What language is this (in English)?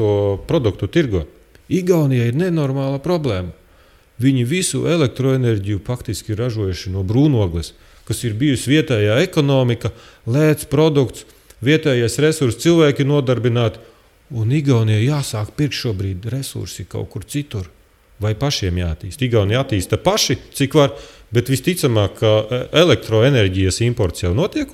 Latvian